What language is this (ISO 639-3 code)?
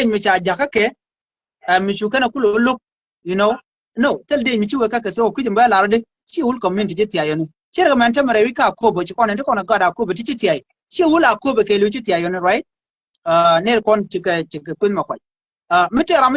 nus